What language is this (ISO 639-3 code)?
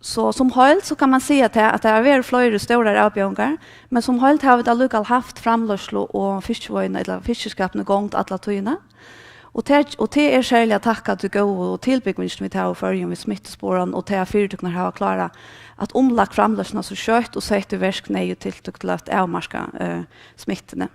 fao